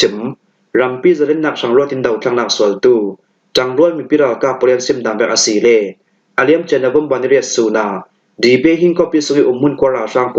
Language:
Falam Chin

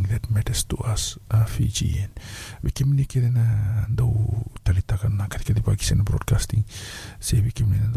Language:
Fijian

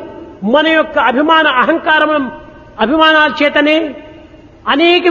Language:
Telugu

